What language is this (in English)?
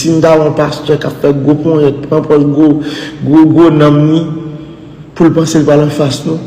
Haitian Creole